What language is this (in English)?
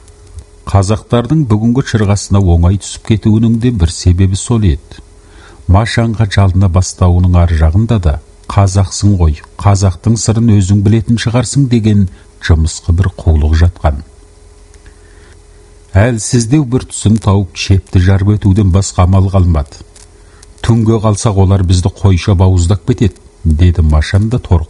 Kazakh